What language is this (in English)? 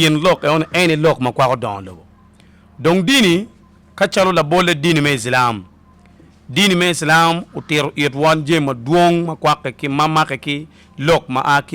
Acoli